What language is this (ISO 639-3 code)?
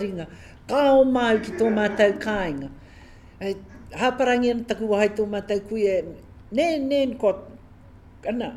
mri